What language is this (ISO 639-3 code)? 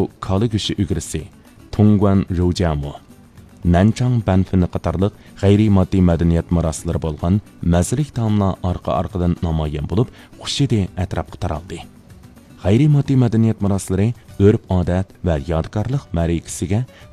uig